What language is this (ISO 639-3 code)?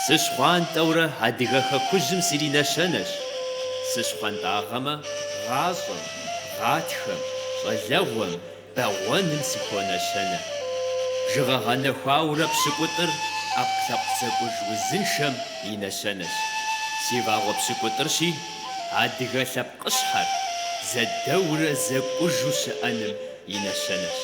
kbd